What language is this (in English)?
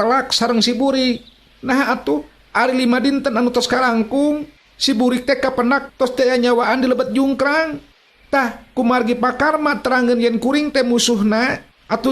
Sundanese